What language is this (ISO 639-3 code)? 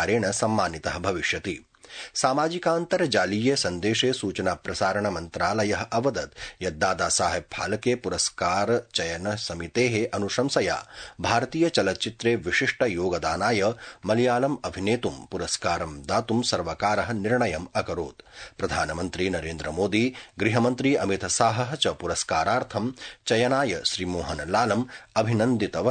san